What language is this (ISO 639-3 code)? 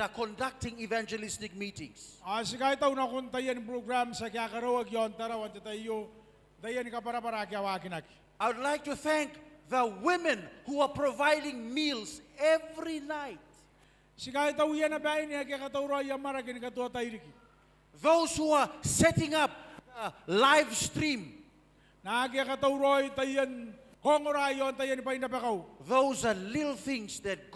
gil